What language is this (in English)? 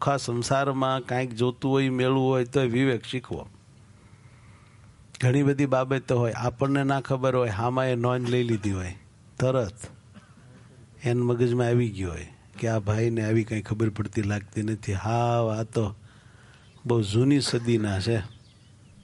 Gujarati